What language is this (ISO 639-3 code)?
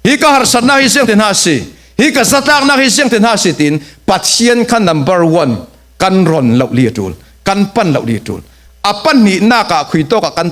cfm